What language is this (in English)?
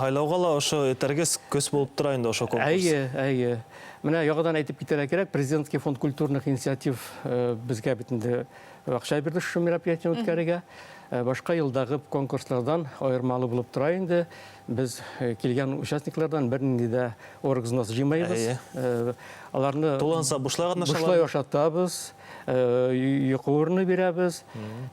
Bashkir